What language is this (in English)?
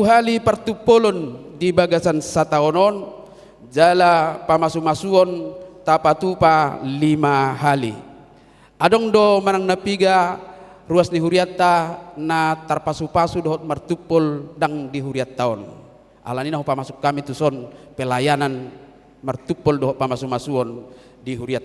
Batak Toba